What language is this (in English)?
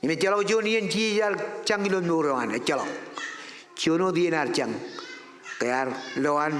Marshallese